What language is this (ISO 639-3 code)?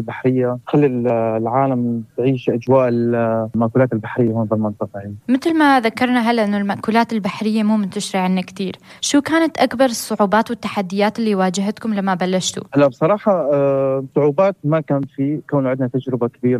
apc